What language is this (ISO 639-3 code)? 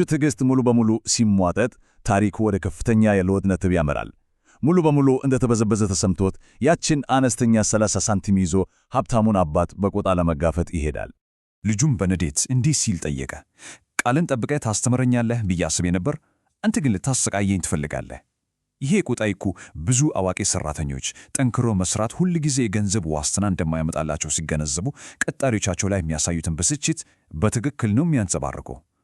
amh